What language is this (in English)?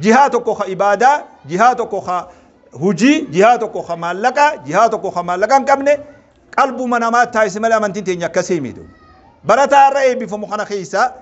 Oromo